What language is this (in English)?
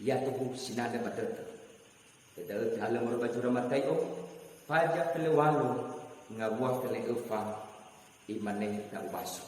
Nias